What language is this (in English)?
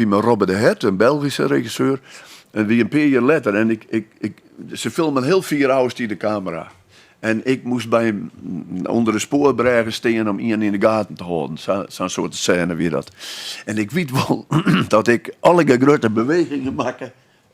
Western Frisian